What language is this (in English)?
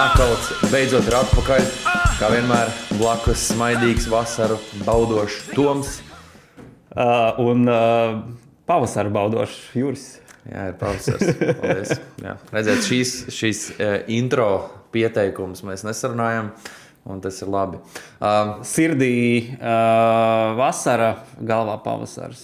Latvian